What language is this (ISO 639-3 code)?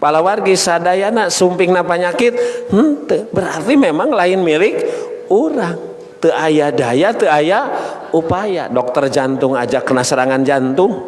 sun